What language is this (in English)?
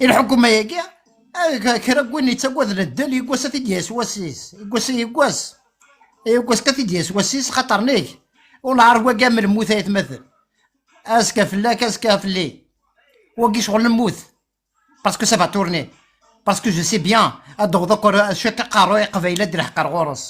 Kabyle